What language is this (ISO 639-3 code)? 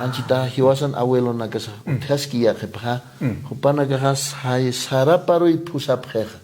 aym